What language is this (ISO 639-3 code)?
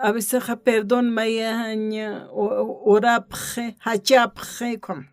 aym